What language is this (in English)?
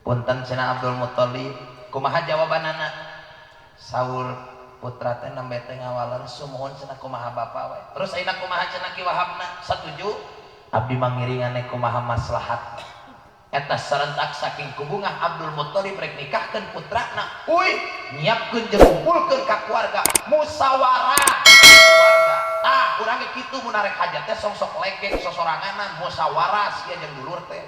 Sundanese